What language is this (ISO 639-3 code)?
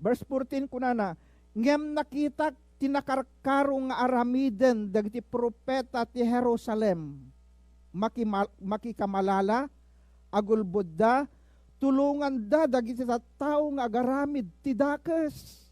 ilo